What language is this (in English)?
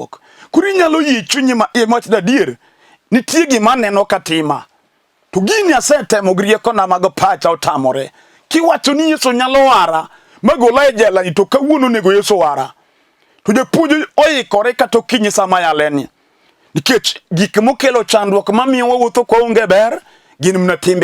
Luo (Kenya and Tanzania)